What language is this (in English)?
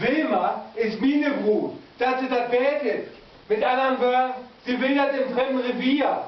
Low German